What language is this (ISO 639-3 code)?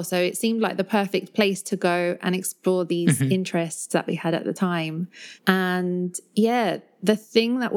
eng